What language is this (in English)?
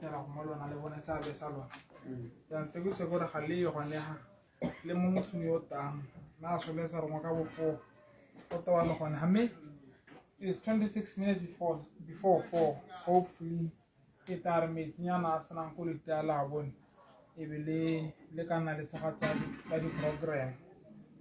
Tswana